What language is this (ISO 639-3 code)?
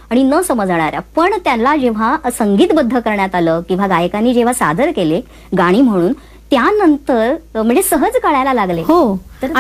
mar